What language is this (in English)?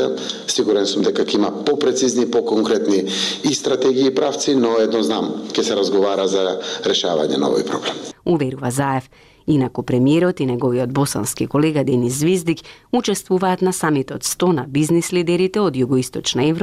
Macedonian